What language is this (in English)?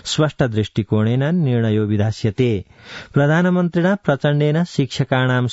Sanskrit